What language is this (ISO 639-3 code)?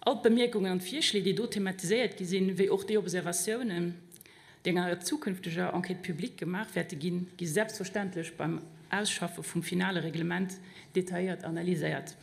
ltz